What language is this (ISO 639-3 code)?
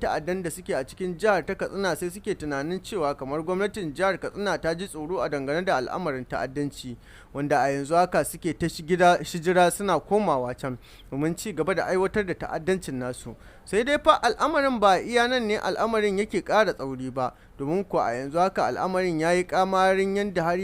hau